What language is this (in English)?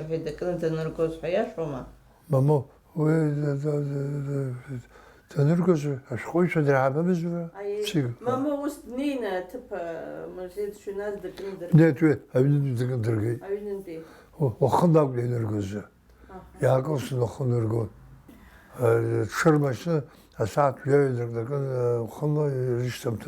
Abkhazian